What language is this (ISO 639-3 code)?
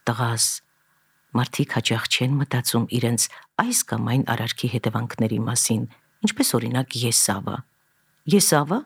hye